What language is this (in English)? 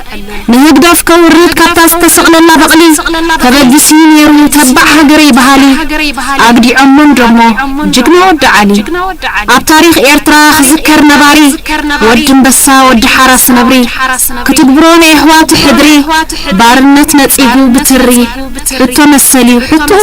Tigrinya